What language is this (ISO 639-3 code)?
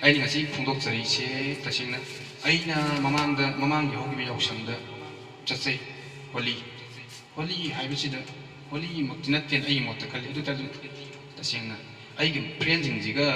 mni